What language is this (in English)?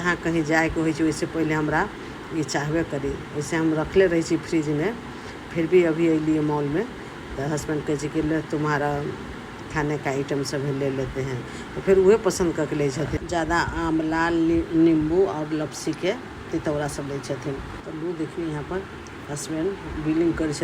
Maithili